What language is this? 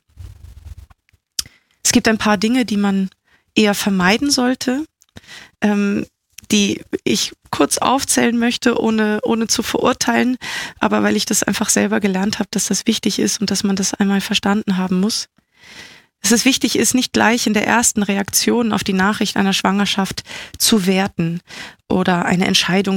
German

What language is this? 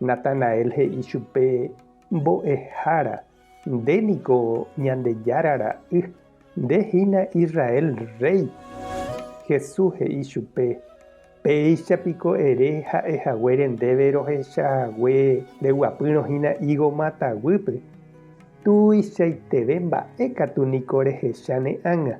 Guarani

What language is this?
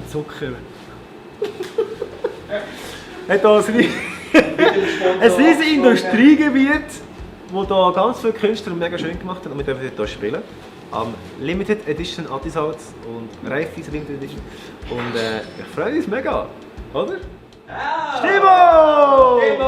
Swiss German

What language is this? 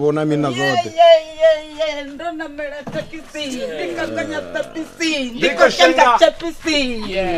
Venda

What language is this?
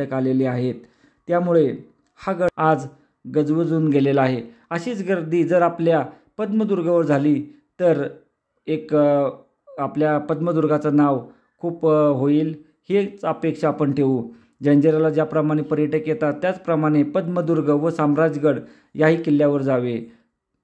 Marathi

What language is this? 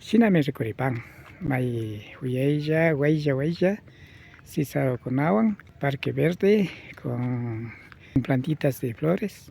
Imbabura Highland Quichua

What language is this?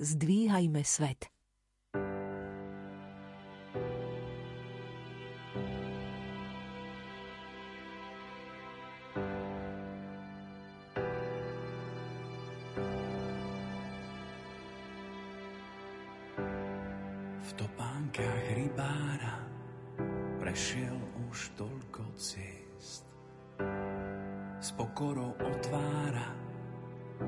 Slovak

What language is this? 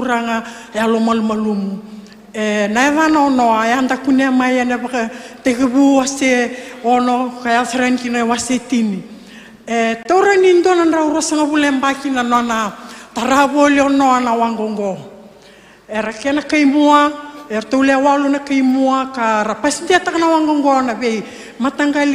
Fijian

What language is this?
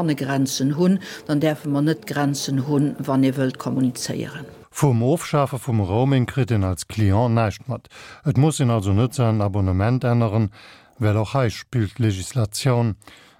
Luxembourgish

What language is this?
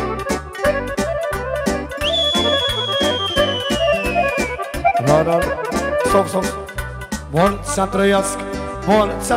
Romanian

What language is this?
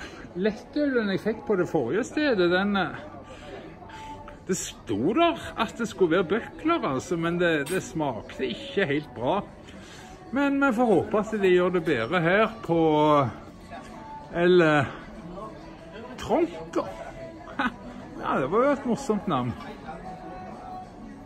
Norwegian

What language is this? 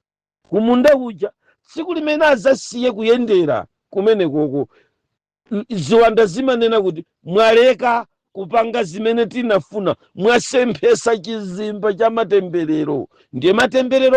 Nyanja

